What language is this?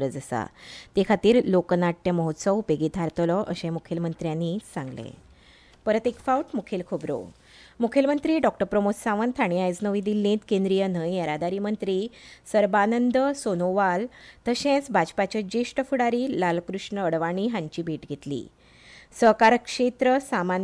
Konkani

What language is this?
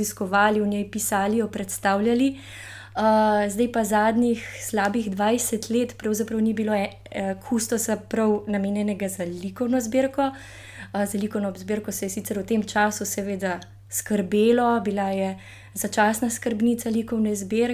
Slovenian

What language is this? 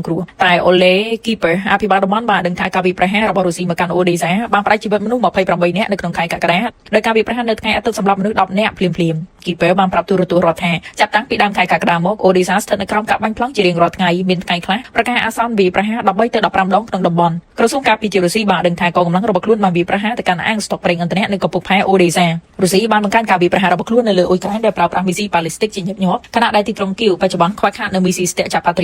Khmer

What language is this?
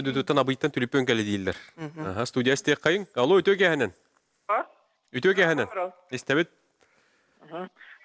Yakut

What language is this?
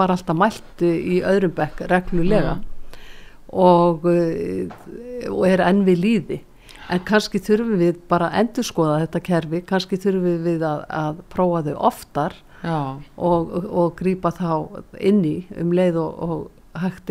Icelandic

